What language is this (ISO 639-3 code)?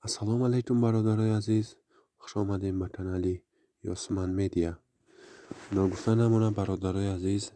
tgk